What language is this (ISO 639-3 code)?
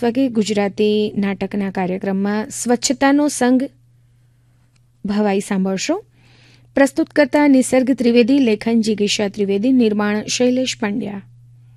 guj